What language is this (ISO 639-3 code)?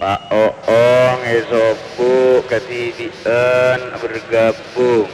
mad